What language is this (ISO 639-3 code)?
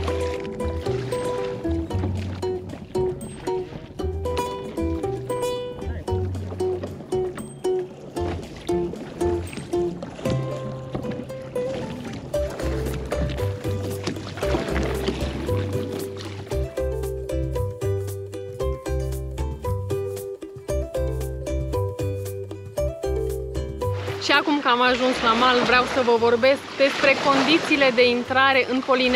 ron